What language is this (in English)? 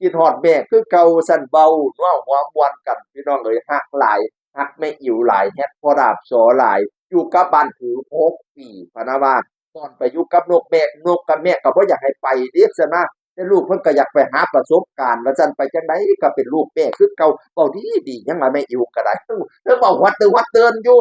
Northeastern Thai